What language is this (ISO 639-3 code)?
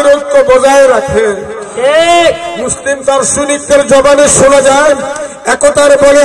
ben